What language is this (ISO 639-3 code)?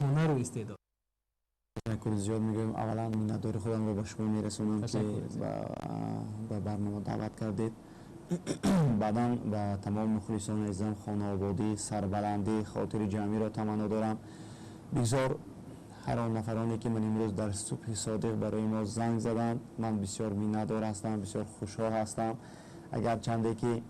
tgk